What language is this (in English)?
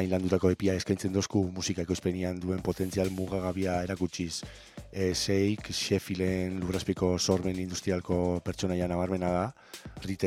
Basque